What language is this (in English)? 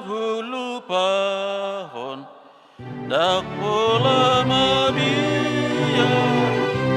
Batak Toba